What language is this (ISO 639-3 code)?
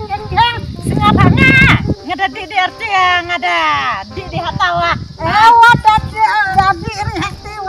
kha